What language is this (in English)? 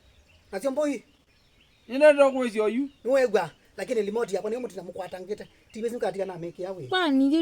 Kamba